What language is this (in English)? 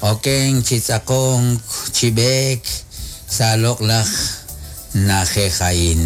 Kekchí